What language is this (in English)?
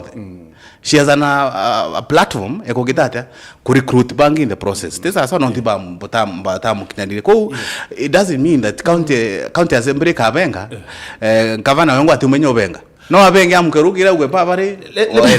Meru